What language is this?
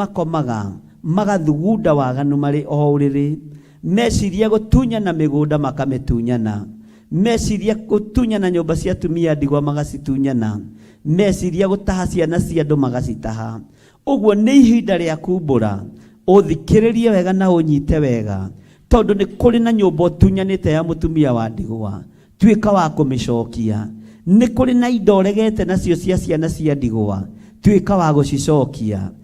Kikuyu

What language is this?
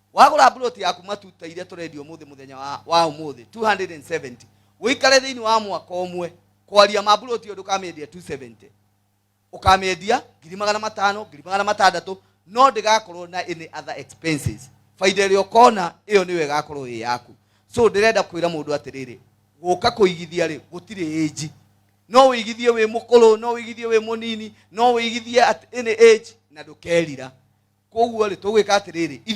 Kikuyu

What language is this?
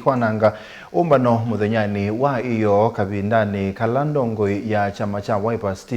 Kamba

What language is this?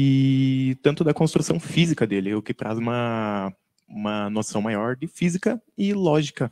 Portuguese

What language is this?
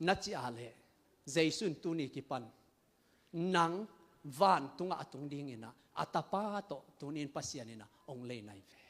Tedim Chin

